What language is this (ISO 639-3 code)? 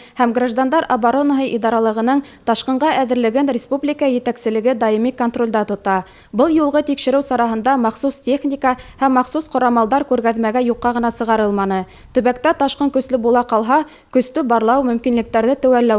bak